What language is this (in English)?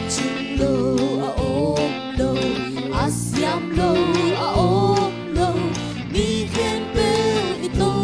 Tedim Chin